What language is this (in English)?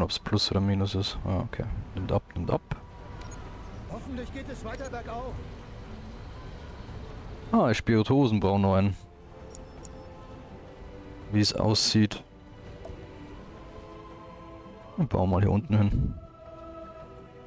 German